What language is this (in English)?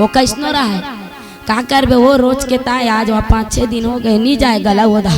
Chhattisgarhi